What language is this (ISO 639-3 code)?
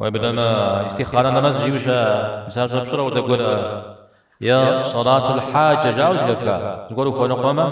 kbd